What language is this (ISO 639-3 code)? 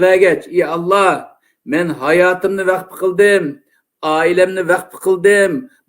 uig